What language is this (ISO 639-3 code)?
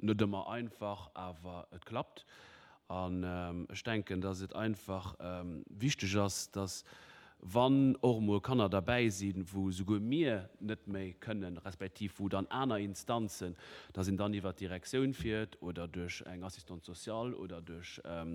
ltz